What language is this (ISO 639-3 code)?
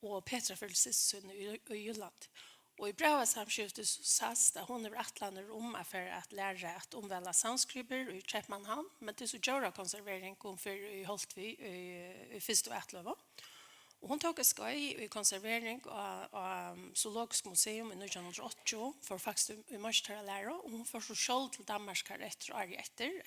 fao